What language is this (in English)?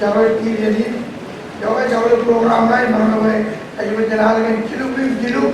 Marshallese